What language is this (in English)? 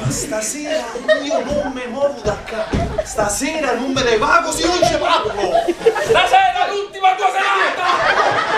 Neapolitan